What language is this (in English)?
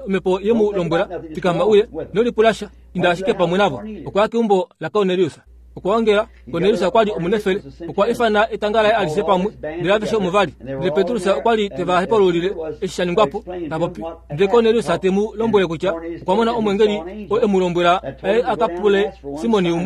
Kuanyama